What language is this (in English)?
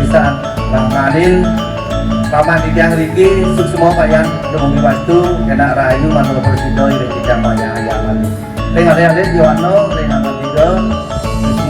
Balinese